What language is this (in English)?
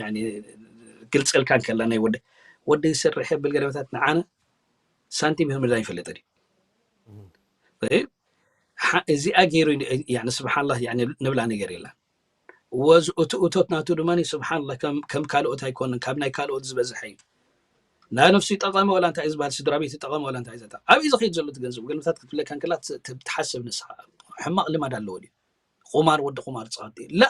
Tigrinya